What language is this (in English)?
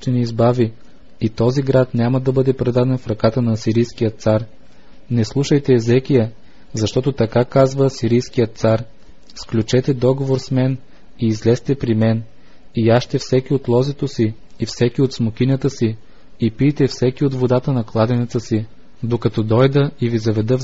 Bulgarian